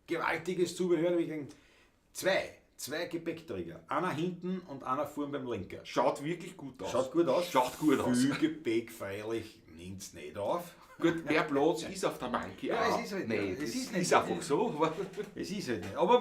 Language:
Bavarian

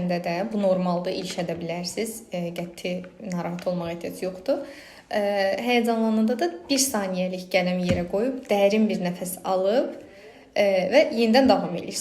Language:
Azerbaijani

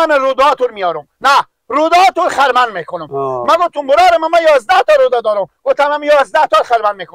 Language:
Persian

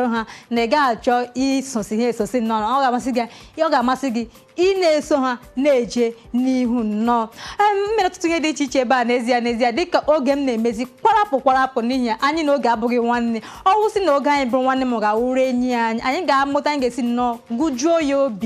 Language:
Igbo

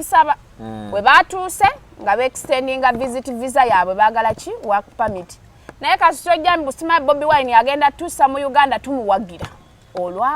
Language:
Ganda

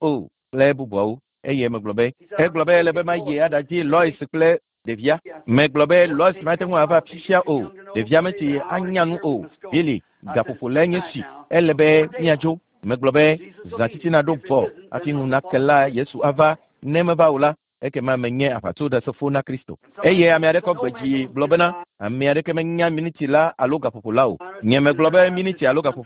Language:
Ewe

